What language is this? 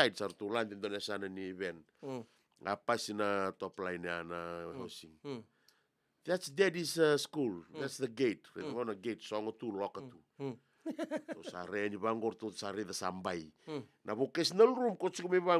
Fijian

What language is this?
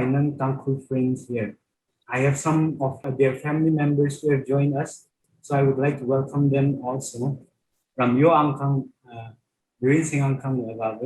Tangkhul Naga (India)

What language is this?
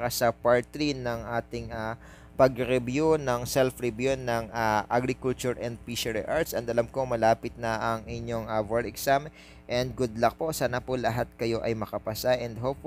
Filipino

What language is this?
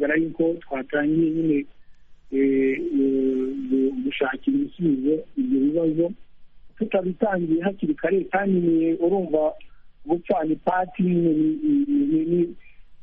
Kinyarwanda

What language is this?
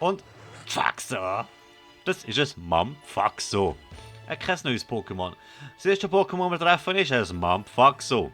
Swiss German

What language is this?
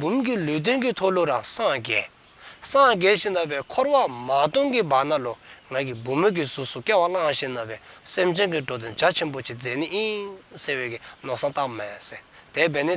Dzongkha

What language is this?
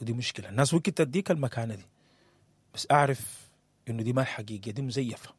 Sudanese Arabic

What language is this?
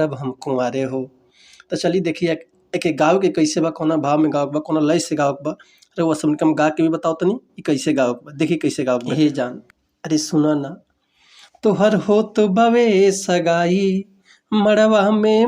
Bhojpuri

